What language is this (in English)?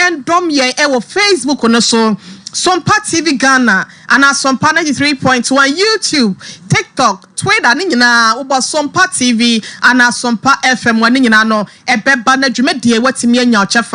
Akan